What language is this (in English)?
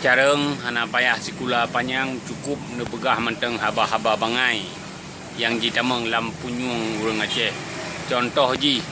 Achinese